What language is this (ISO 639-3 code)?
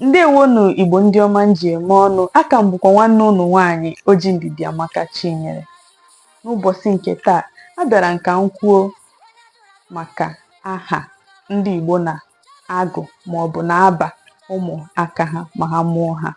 ibo